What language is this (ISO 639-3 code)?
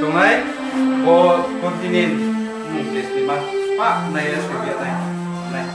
ria